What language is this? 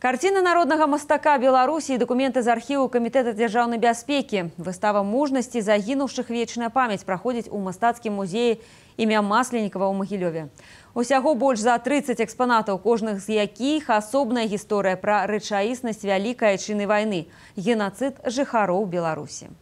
Belarusian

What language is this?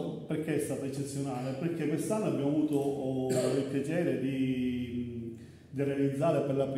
Italian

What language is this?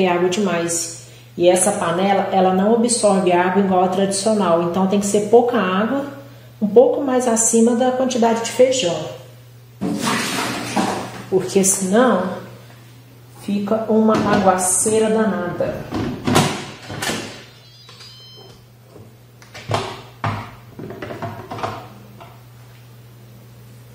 Portuguese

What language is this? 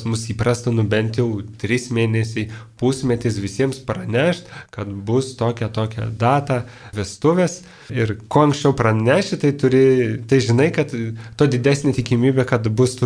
Lithuanian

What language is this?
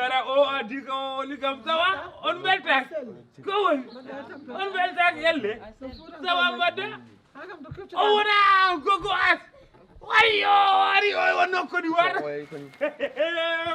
Fula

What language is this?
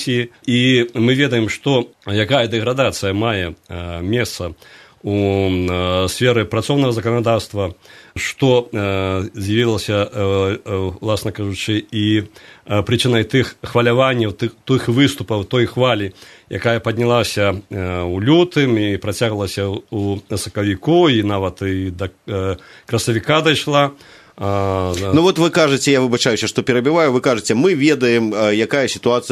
Belarusian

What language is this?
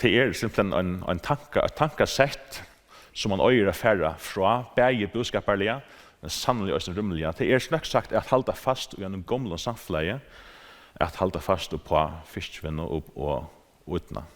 Faroese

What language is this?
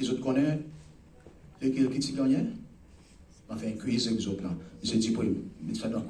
Seselwa Creole French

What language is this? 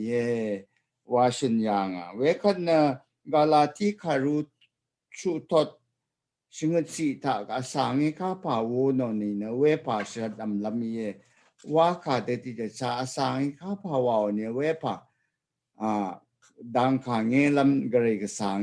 Rawang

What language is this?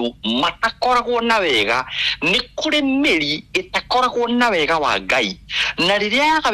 Kikuyu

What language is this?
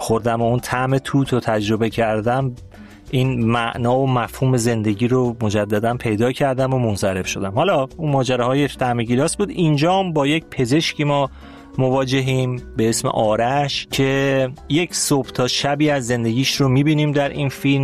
Persian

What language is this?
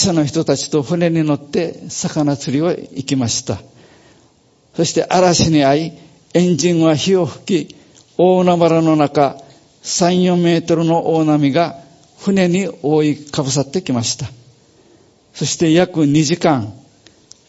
Japanese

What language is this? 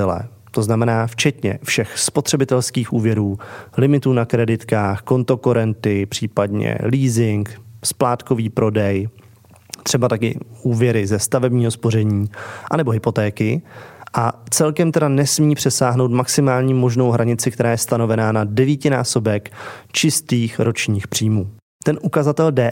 Czech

